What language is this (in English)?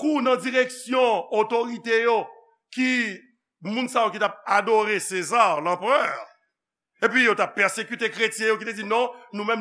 Haitian Creole